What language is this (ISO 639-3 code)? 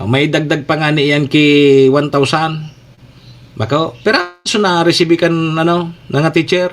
bik